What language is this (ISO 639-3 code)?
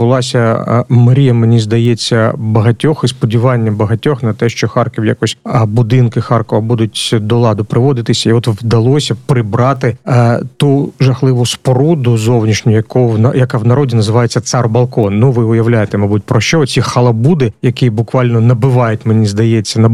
ukr